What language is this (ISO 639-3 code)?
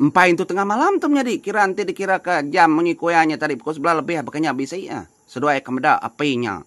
iba